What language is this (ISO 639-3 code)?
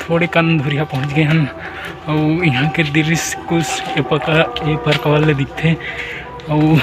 hne